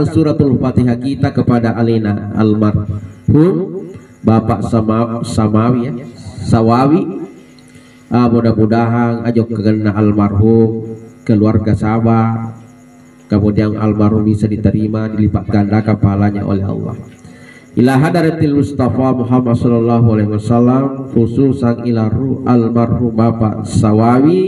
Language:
Buginese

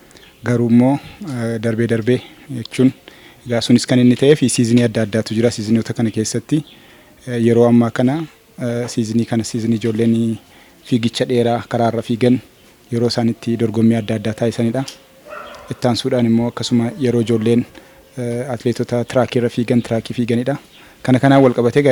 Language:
Oromo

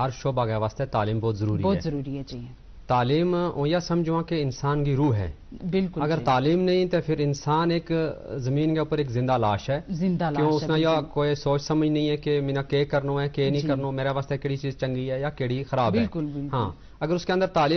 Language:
Gujari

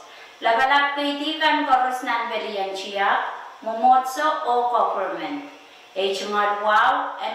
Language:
Pohnpeian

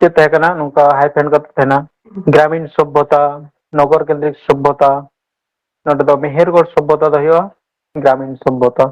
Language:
Santali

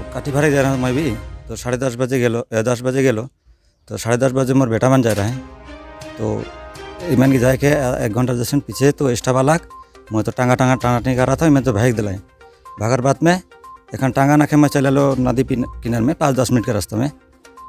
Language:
Sadri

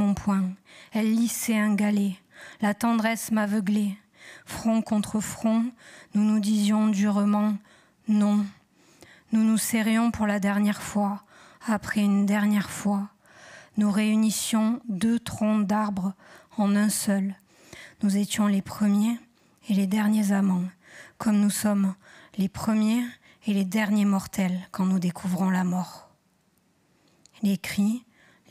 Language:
French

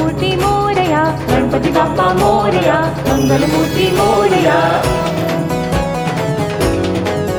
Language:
Marathi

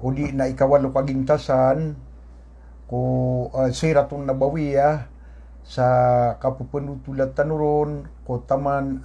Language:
Maranao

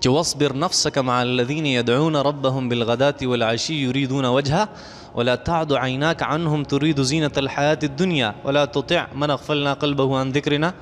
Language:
Pashto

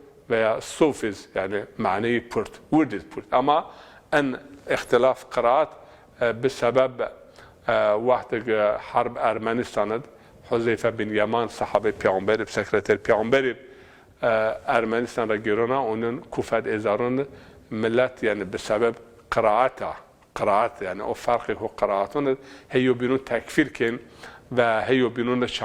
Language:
Zaza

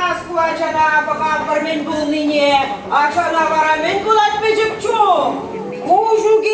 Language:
Chuvash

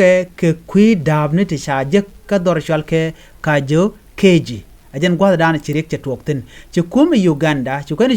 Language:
Nuer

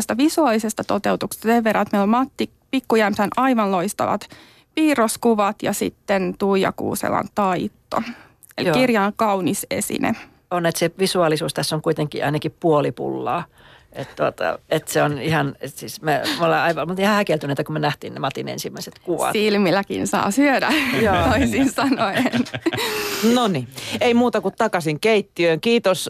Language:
Finnish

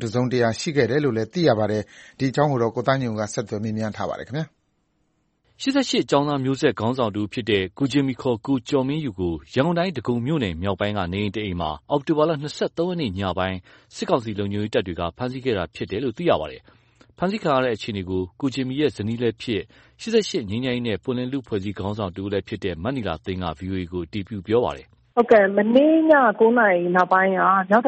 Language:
Burmese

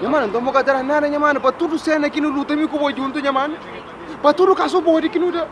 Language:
Kabuverdianu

